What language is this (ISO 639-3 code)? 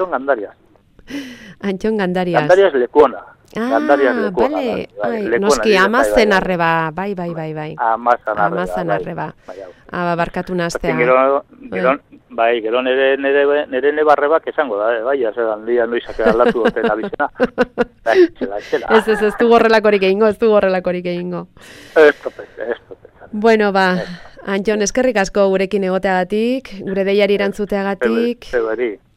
eus